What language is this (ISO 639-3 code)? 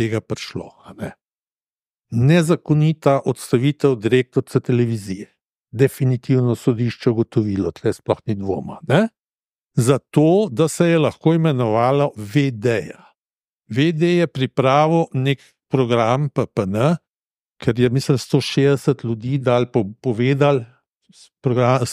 slv